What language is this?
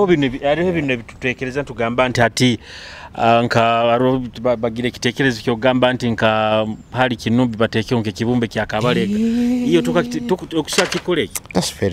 Nyoro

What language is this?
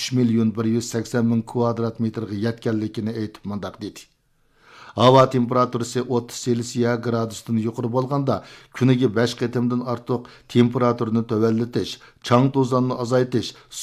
Uyghur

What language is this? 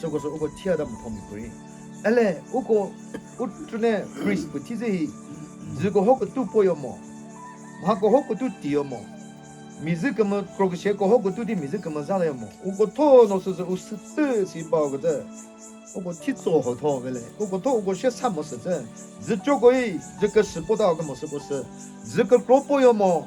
Chokri Naga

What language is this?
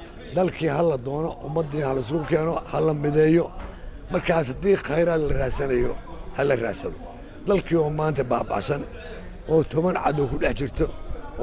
Somali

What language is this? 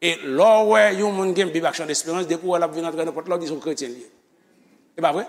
Haitian Creole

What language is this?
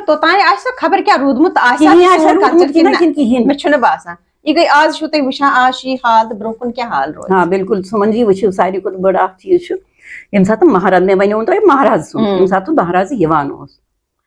Kashmiri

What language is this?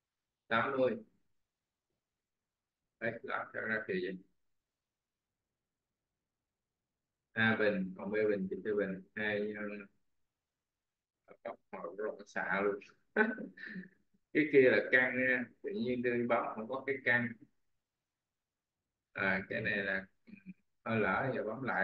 Vietnamese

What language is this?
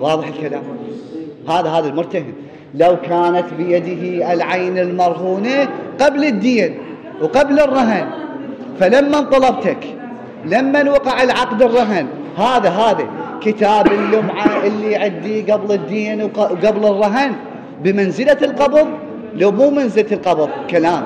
Mesopotamian Arabic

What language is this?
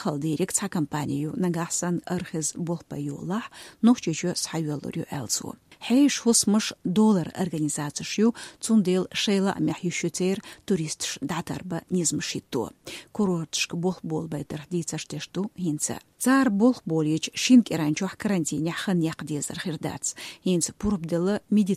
Chechen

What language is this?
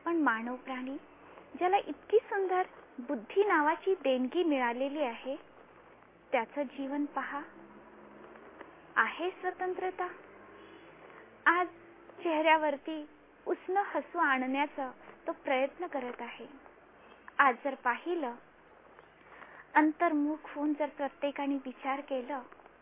Marathi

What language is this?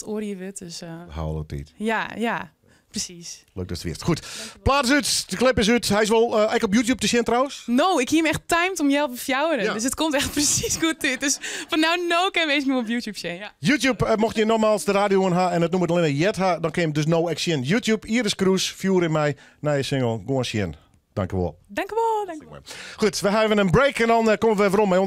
Western Frisian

